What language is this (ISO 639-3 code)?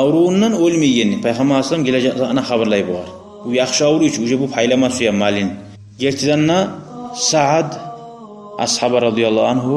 kum